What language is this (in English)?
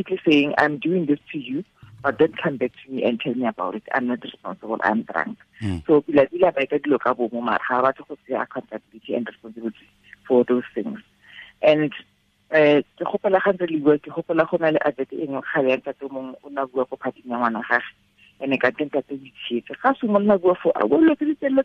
Tswana